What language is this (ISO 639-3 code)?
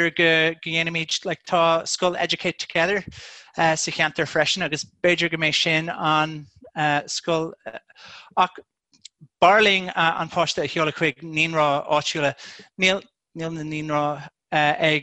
gle